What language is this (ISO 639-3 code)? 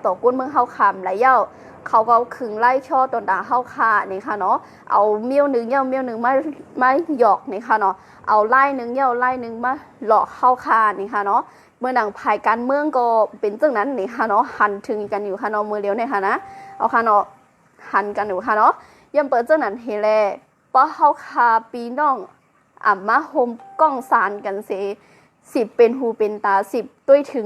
shn